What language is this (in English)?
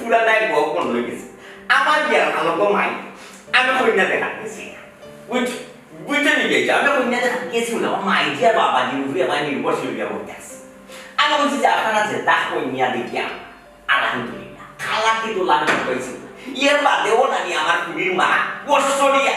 Sylheti